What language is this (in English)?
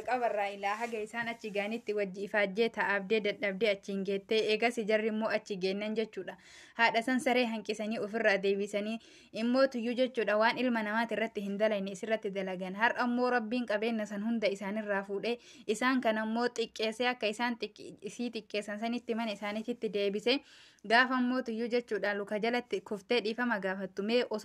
Oromo